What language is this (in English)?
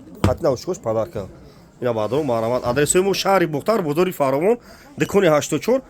Tajik